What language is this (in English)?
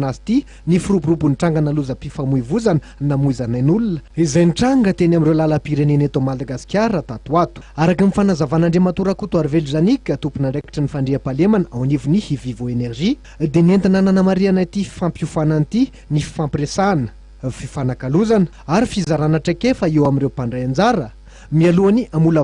Malagasy